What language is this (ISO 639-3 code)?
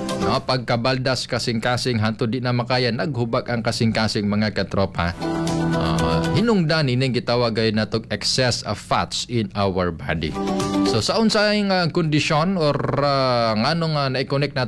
ceb